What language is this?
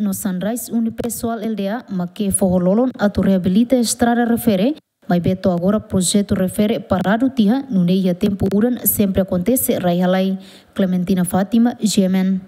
Tetum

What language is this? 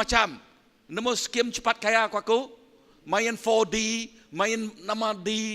Iban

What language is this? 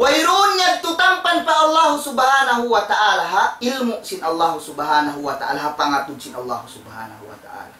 Tausug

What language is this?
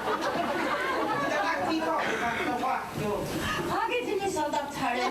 Mohawk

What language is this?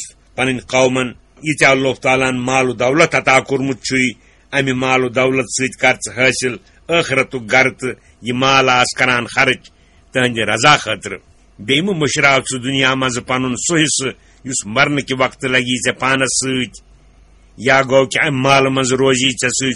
Kashmiri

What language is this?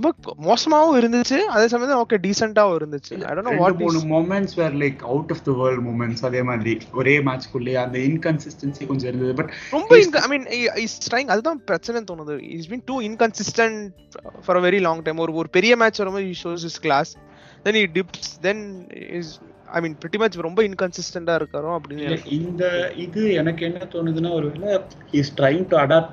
Tamil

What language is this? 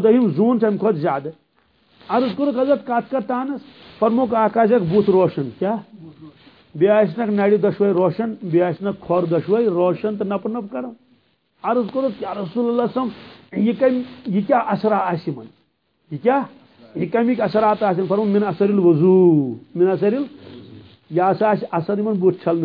Kashmiri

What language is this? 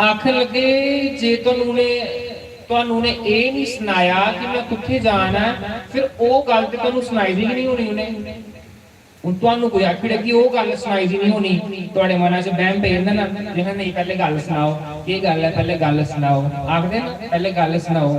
Dogri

